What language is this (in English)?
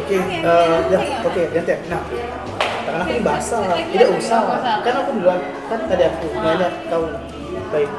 Musi